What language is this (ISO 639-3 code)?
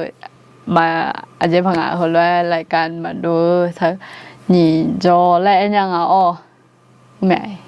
ahk